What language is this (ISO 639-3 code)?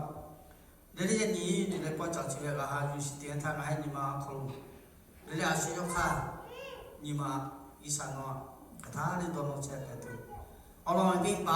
lhu